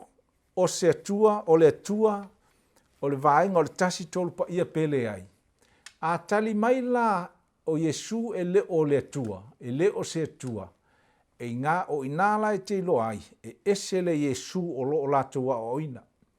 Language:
Samoan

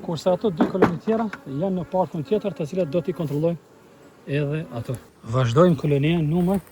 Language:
Albanian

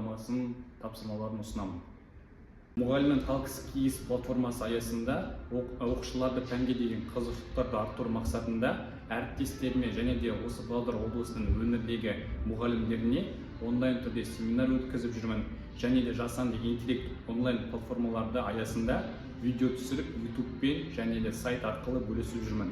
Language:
Kazakh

